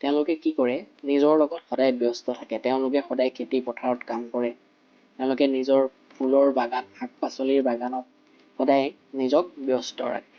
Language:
Assamese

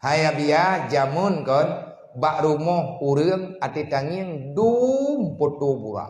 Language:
Achinese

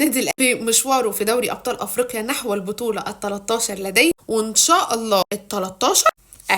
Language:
Egyptian Arabic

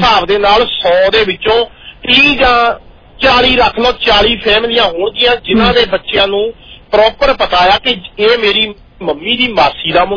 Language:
Punjabi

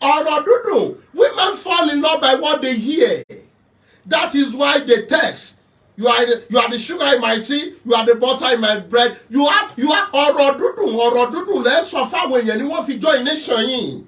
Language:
Yoruba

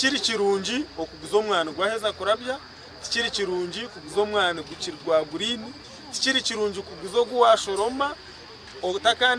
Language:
Nyankole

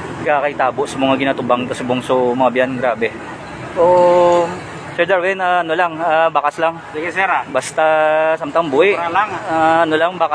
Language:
Hiligaynon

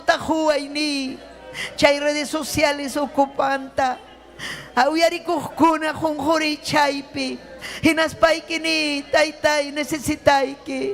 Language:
Ayacucho Quechua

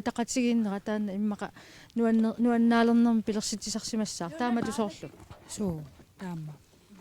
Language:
Kalaallisut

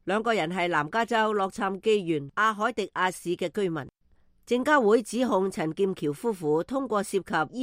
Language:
Cantonese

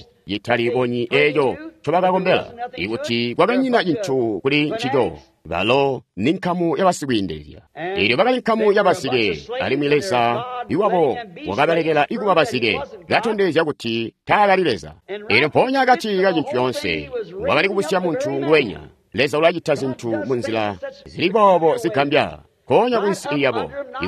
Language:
Tonga (Zambia)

